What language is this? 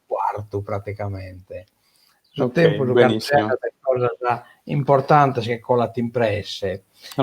Sardinian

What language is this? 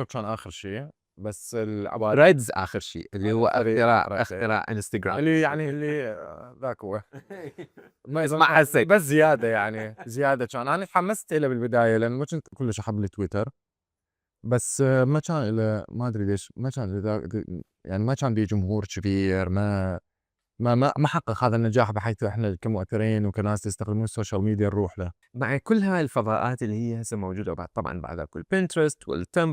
Mesopotamian Arabic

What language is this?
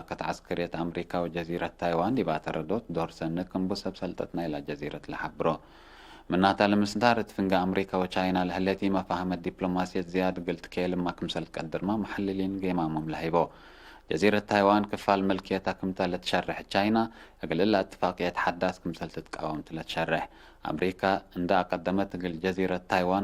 Tigre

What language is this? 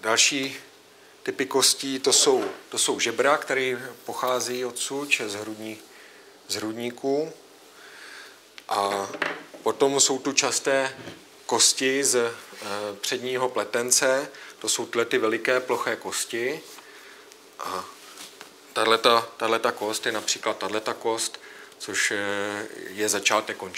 Czech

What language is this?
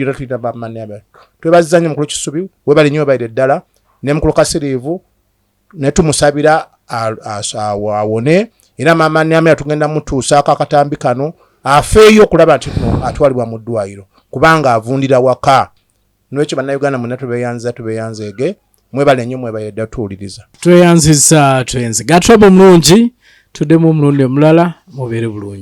Ganda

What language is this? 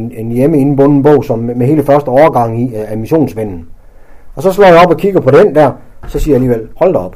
Danish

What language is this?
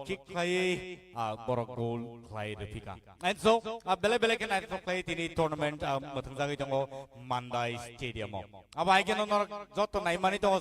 Kok Borok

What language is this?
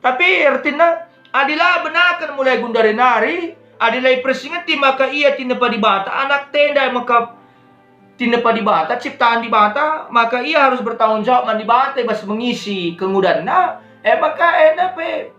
Batak Karo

